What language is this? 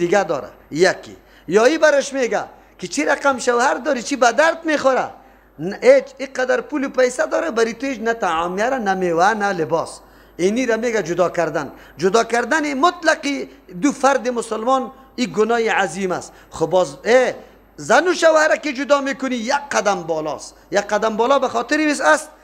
Persian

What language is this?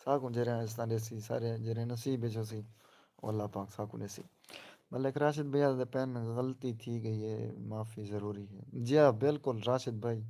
Saraiki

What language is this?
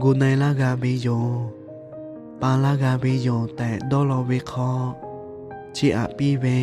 Lahu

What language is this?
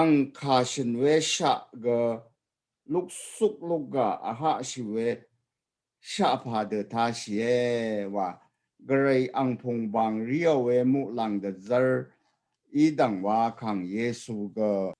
Rawang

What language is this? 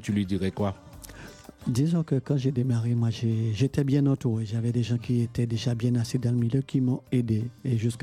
French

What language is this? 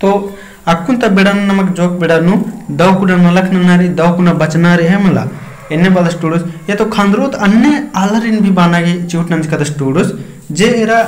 Kurukh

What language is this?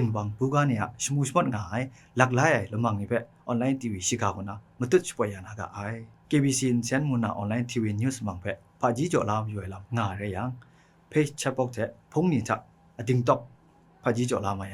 Kachin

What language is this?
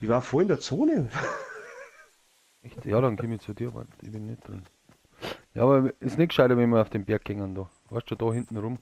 Bavarian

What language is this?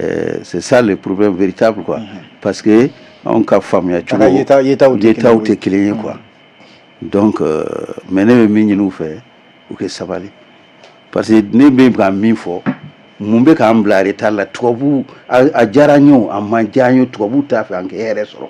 Bambara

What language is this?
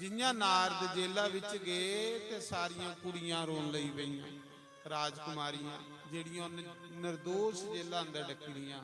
Dogri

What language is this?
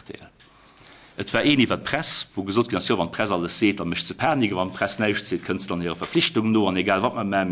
Luxembourgish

